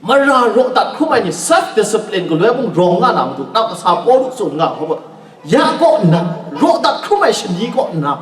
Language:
Kachin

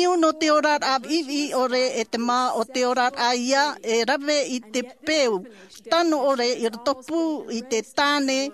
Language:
Tahitian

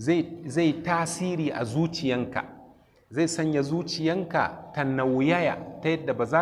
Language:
Hausa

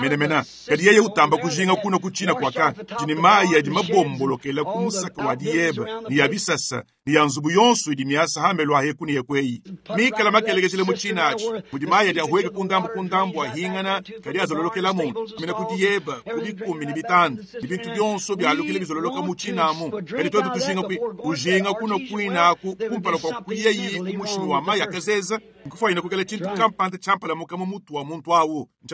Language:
Luba-Lulua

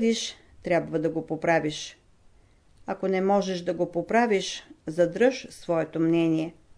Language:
Bulgarian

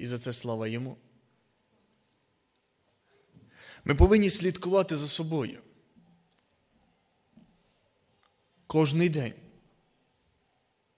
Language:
Ukrainian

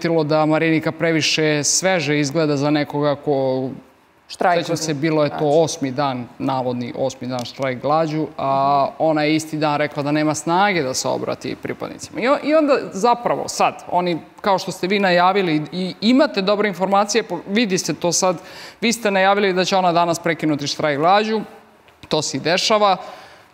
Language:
Serbian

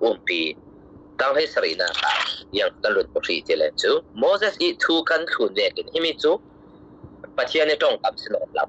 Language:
Falam Chin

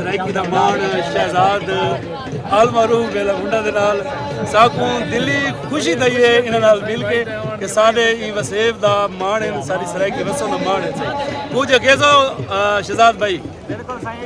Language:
Saraiki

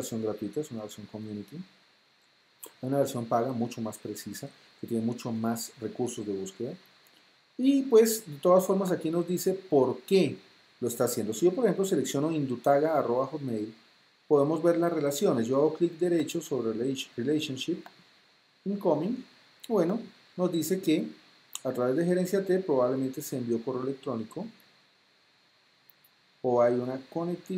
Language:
Spanish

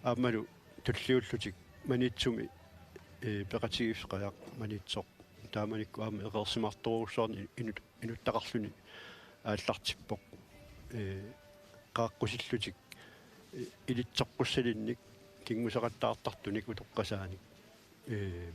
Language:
Kalaallisut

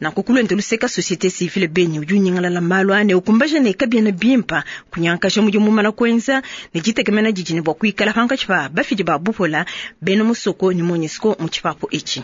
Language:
Luba-Lulua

